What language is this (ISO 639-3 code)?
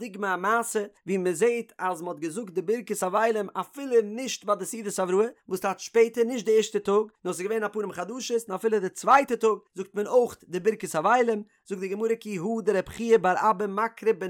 yid